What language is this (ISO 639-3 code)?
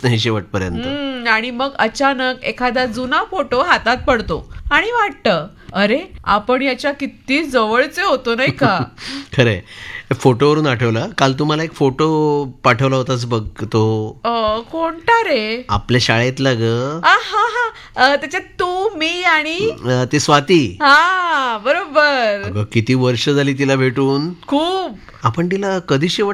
mar